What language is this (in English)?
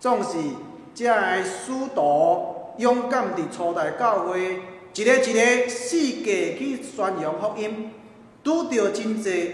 Min Nan Chinese